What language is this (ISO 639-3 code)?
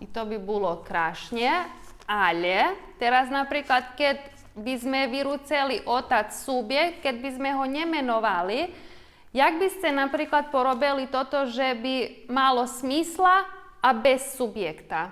rue